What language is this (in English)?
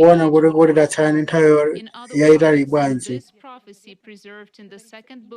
Nyanja